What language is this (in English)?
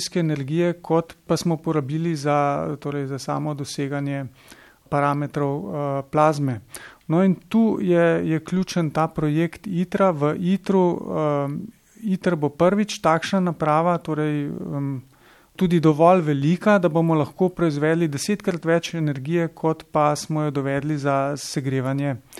Slovenian